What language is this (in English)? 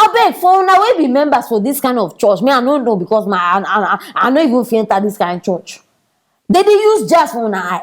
Nigerian Pidgin